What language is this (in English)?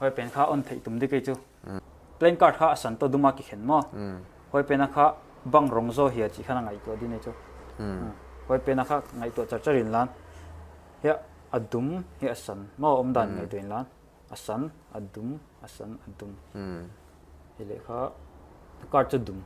Paite Chin